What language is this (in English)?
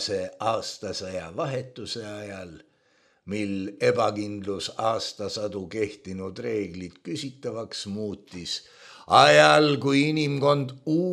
Estonian